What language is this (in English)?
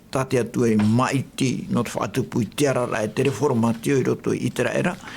Tahitian